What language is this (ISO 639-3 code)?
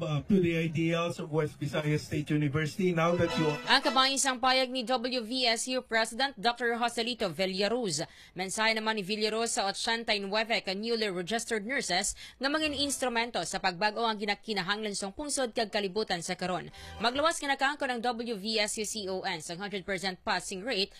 hil